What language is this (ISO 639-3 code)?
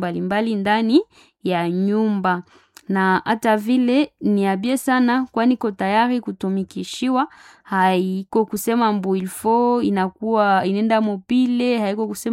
swa